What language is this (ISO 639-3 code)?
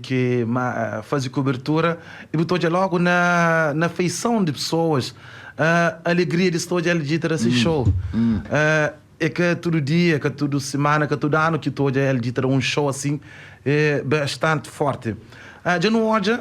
kea